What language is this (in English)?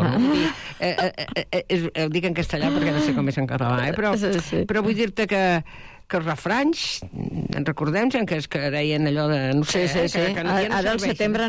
Catalan